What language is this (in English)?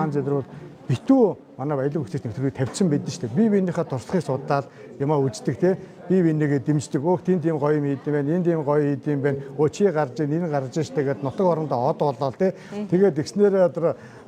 Mongolian